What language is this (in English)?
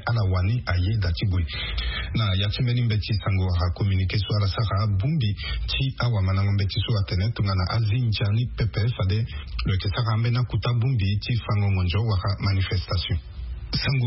Sango